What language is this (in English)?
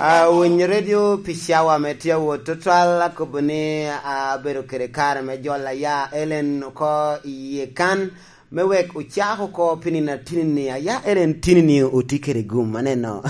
Lango (Uganda)